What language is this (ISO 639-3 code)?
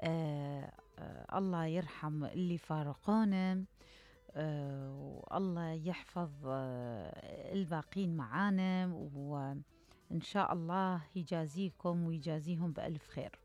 acm